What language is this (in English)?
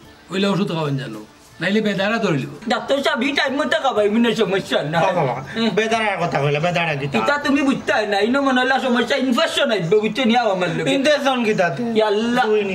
Sylheti